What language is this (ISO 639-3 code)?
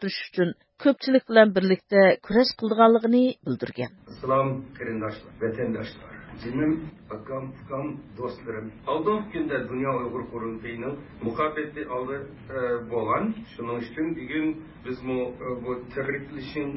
uig